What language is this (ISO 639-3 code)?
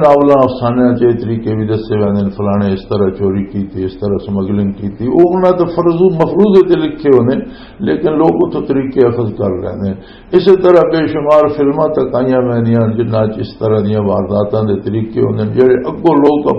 lah